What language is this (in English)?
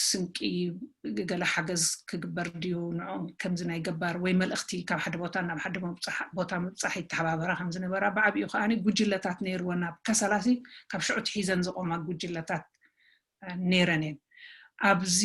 Tigrinya